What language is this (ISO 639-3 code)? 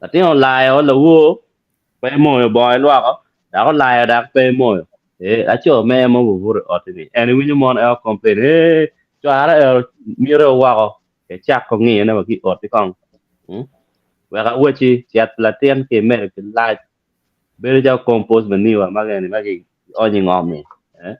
ach